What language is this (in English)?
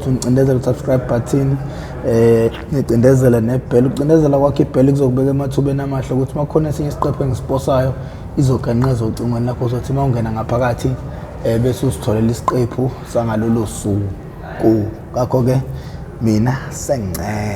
Zulu